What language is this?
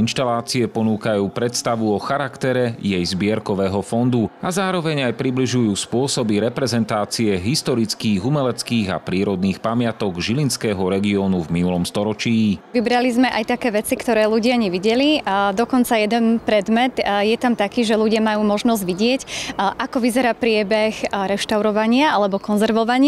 Slovak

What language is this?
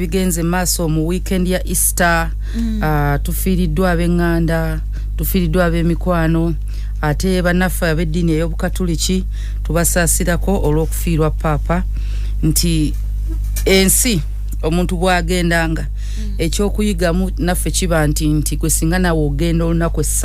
Ganda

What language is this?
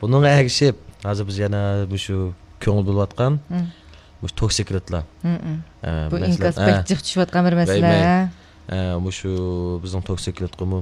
Uyghur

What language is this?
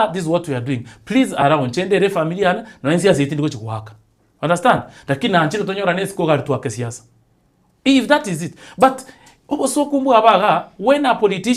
Gusii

